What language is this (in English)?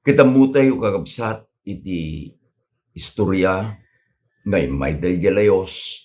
Iloko